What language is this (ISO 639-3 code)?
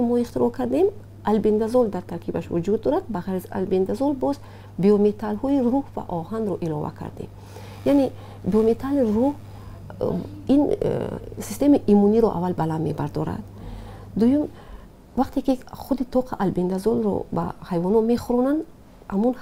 tgk